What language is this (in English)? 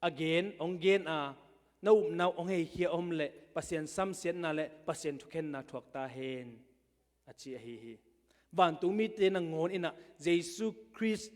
Tedim Chin